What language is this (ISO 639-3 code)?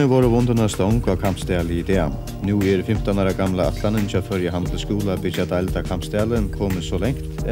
fao